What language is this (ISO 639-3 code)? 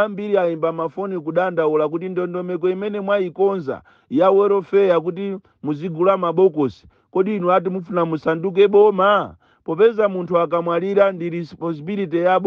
nya